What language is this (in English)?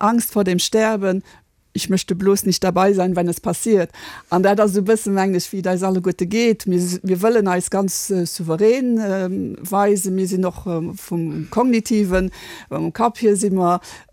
Luxembourgish